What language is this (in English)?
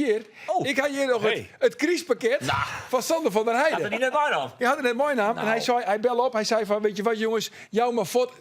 Western Frisian